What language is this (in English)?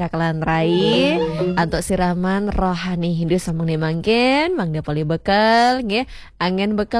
Balinese